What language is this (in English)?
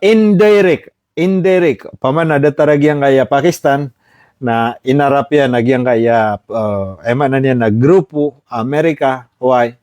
Maranao